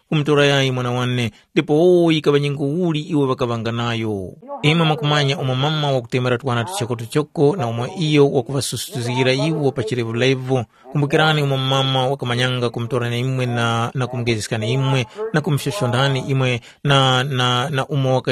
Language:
Tumbuka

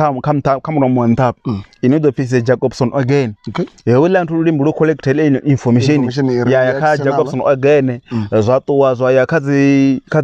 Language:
Venda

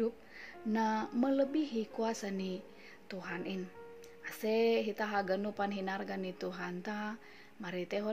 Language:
Batak Simalungun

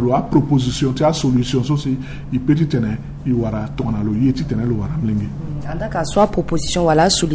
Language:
Sango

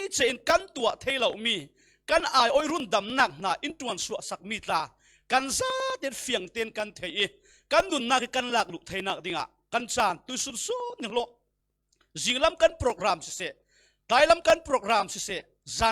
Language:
Falam Chin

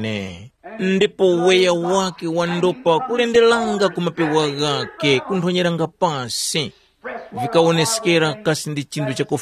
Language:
Tumbuka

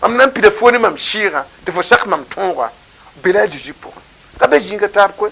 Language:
Mossi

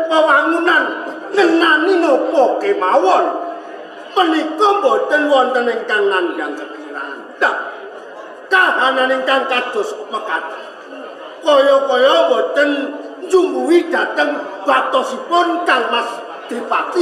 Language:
Javanese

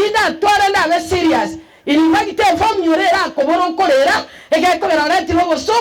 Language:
Gusii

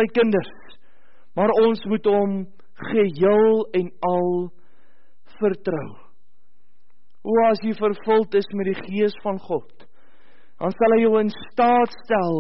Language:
Afrikaans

